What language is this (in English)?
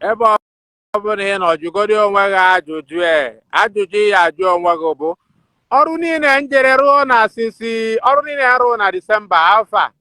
Igbo